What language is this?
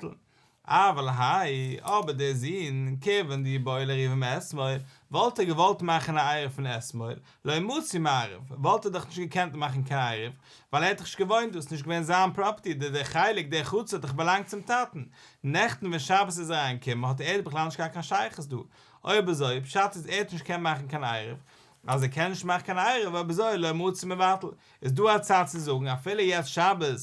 Yiddish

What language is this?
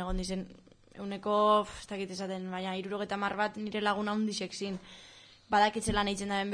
Basque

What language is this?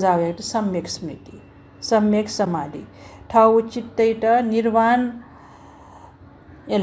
Newari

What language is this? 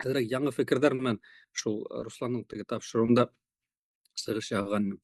Bashkir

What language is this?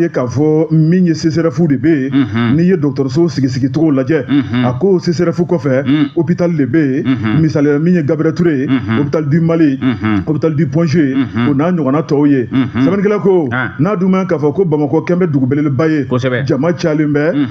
Bambara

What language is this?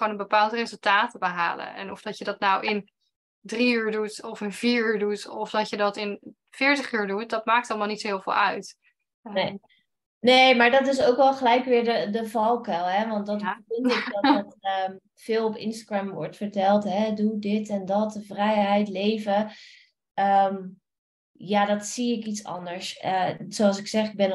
Dutch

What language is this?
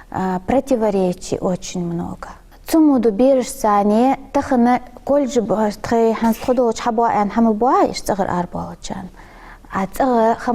Ingush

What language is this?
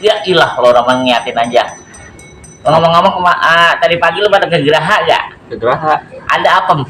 Betawi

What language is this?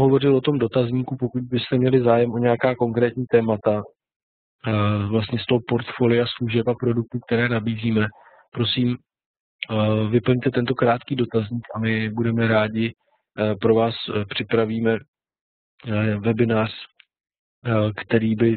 Czech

